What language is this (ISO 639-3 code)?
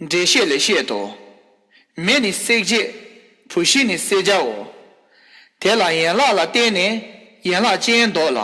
bod